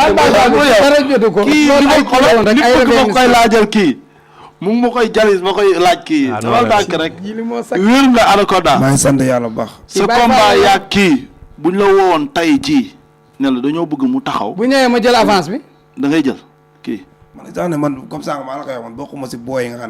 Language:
Wolof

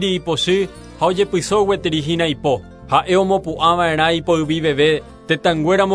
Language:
Guarani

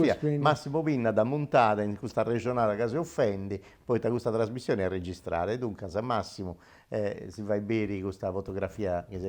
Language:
Sardinian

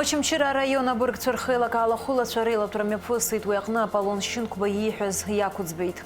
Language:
Abkhazian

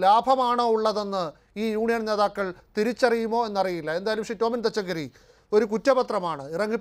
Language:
Malayalam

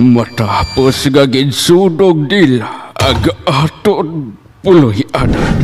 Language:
Hiligaynon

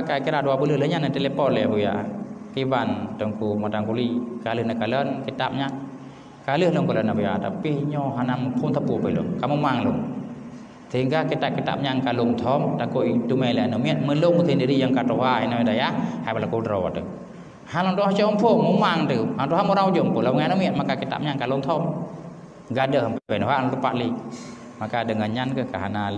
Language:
Achinese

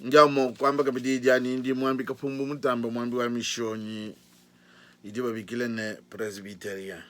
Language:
Luba-Lulua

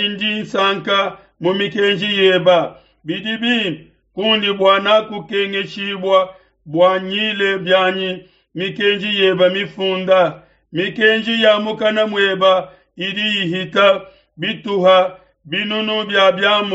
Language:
Luba-Lulua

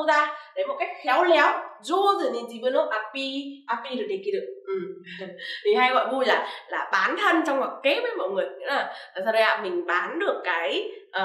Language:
Vietnamese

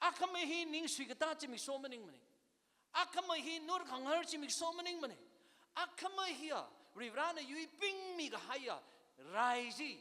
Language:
Tangkhul Naga (India)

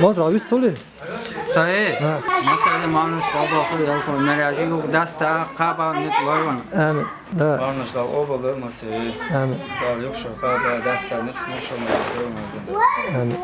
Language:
Chechen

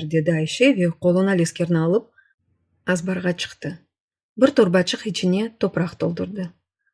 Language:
Crimean Tatar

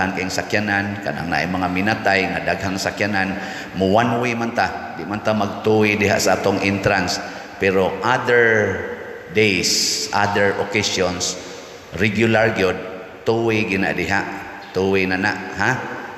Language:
Cebuano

